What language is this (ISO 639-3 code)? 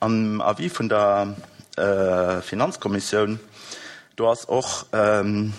ltz